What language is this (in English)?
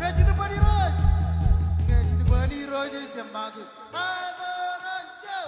Marshallese